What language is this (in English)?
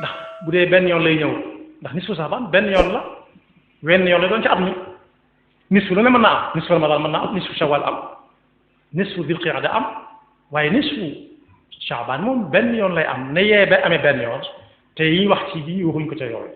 Wolof